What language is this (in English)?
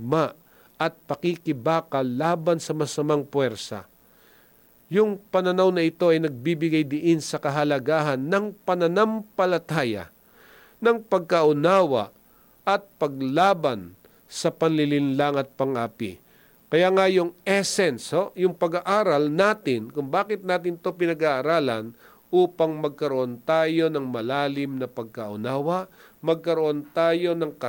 Filipino